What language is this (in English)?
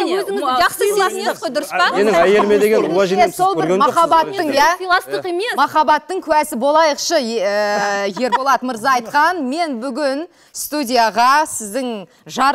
Kazakh